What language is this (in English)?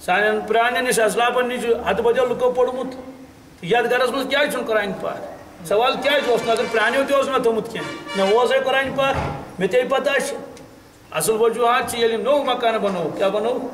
Kashmiri